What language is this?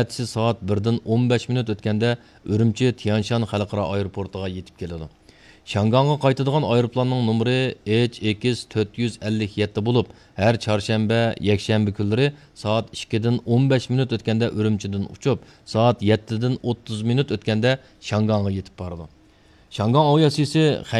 Uyghur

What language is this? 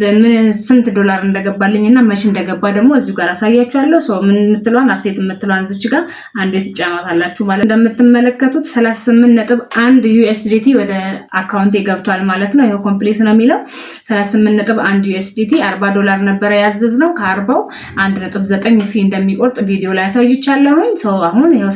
Amharic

